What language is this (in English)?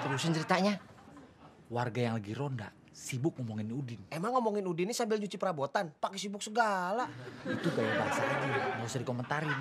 Betawi